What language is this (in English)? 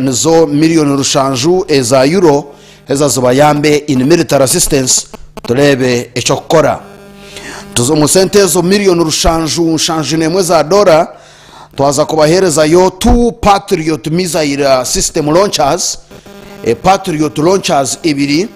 Nyankole